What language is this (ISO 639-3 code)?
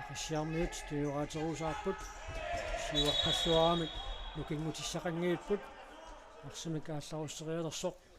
kal